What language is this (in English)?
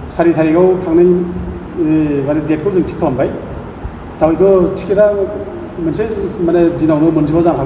Bodo